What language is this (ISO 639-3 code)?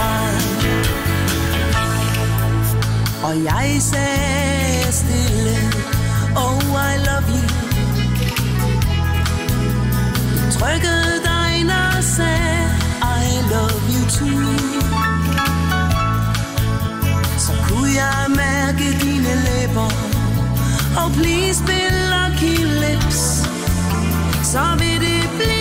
dan